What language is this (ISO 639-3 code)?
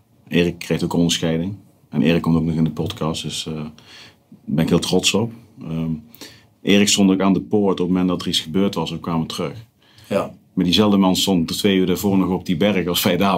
nld